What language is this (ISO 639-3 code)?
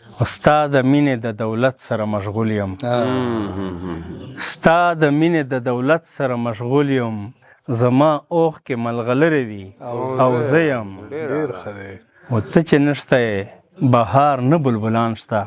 pus